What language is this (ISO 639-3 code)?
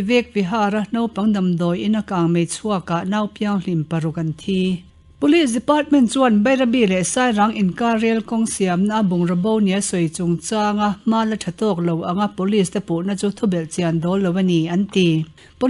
lus